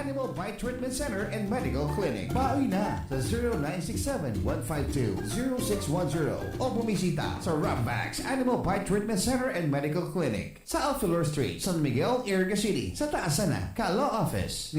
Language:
Bikol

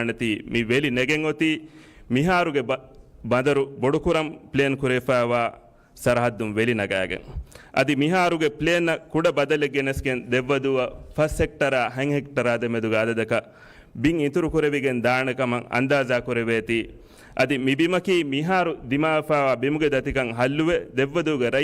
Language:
Divehi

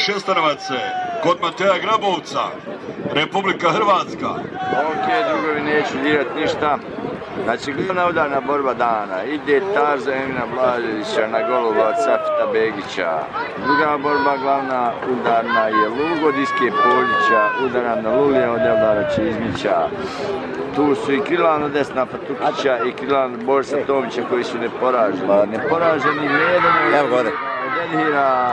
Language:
Croatian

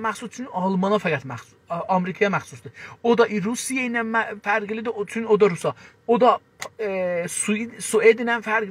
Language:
South Azerbaijani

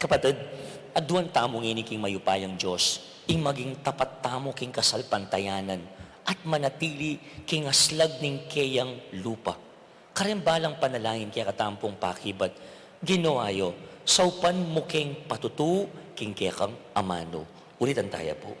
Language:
Pampanga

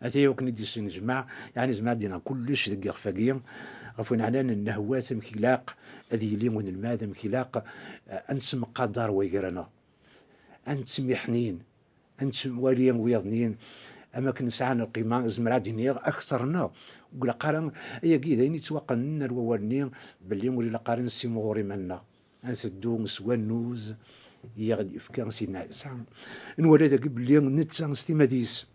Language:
Kabyle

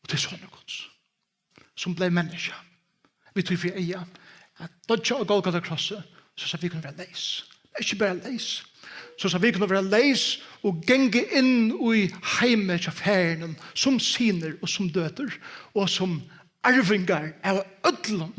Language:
Faroese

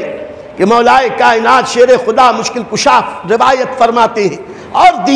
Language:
Urdu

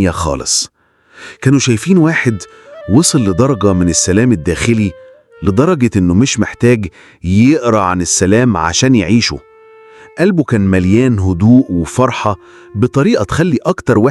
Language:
Egyptian Arabic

